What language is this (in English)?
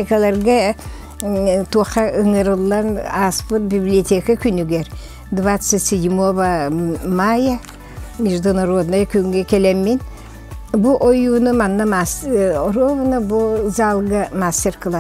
Yakut